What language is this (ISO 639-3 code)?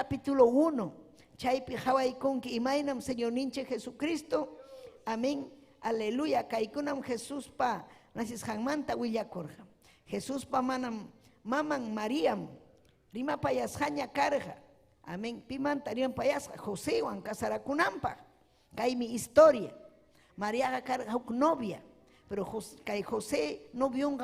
quy